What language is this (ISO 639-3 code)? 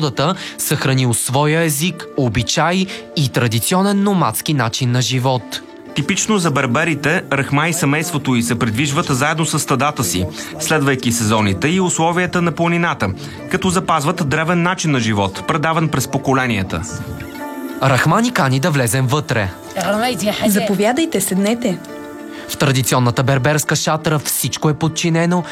bul